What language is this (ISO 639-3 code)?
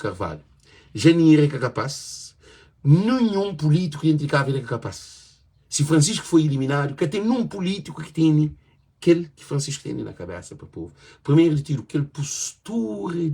kea